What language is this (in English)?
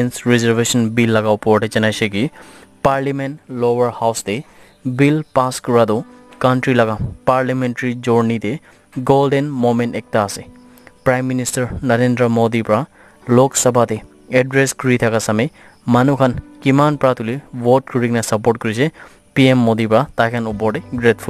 Naga Pidgin